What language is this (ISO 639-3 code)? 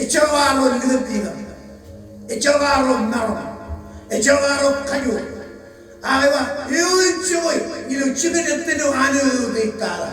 mah